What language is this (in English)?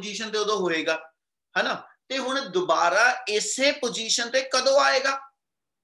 Punjabi